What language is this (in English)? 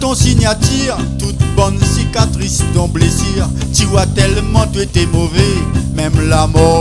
Réunion Creole French